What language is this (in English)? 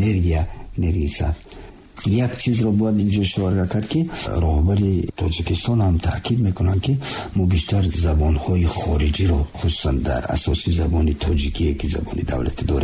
Tajik